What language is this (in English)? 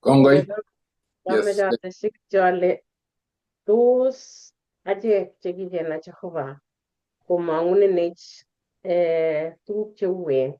Kalenjin